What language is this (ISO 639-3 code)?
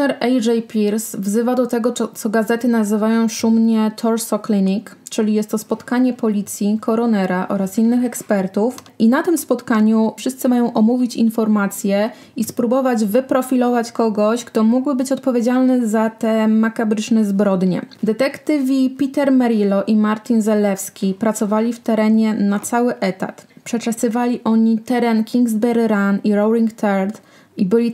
pol